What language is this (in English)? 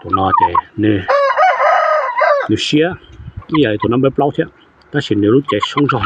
Hmong